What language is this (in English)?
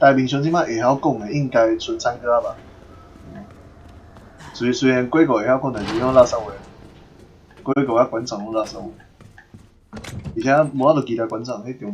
Min Nan Chinese